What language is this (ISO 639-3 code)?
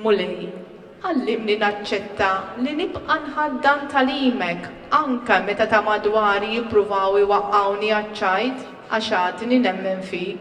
mlt